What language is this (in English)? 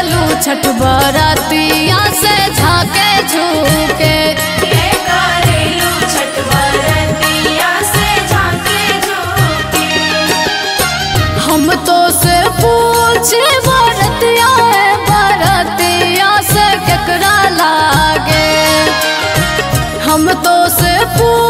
Bhojpuri